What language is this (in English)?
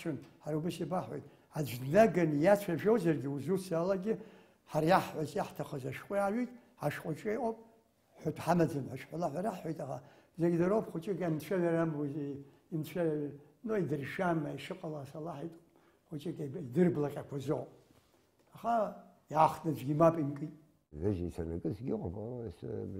Abkhazian